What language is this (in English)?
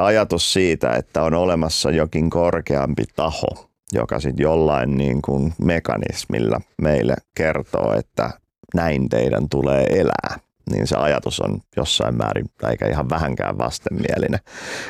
Finnish